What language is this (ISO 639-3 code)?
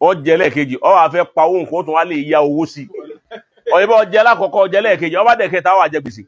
yor